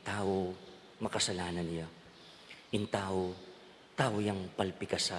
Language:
Pampanga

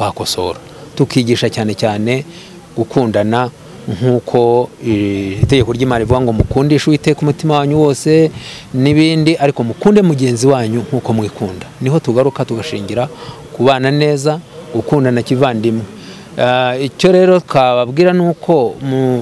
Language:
Kinyarwanda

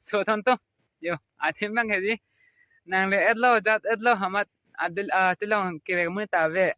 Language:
Karbi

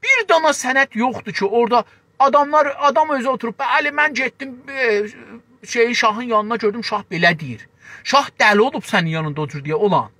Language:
South Azerbaijani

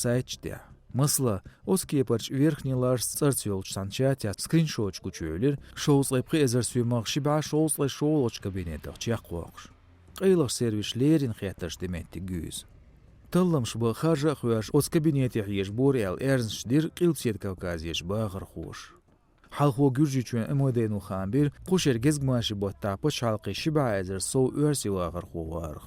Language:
Chechen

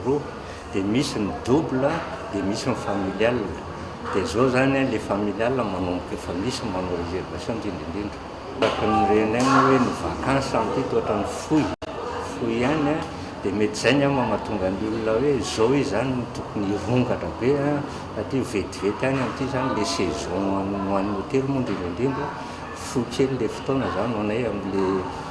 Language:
Malagasy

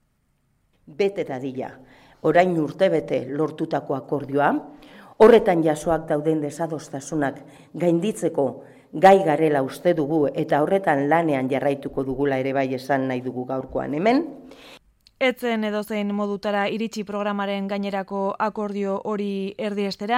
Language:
Basque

